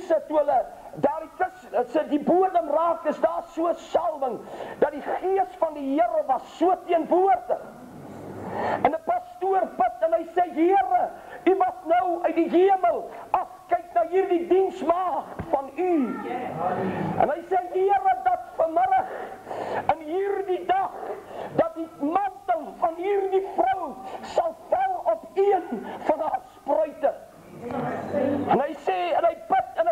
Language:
Afrikaans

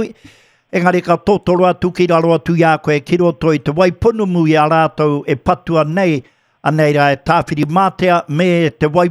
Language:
Māori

